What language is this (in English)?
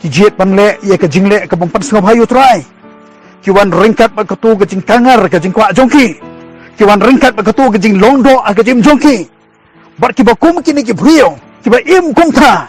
Khasi